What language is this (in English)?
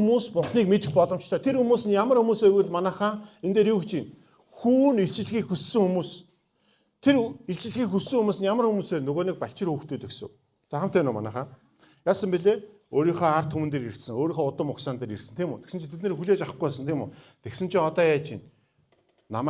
Mongolian